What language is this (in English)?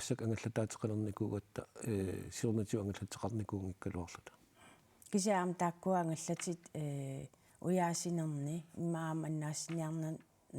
Kalaallisut